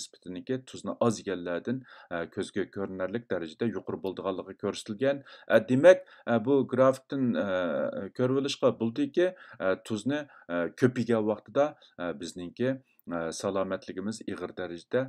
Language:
Uyghur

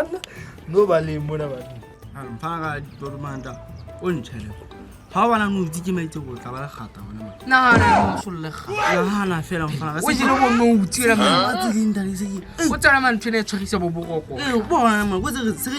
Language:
Southern Sotho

